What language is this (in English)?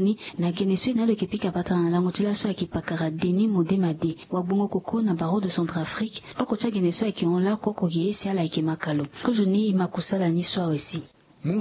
Sango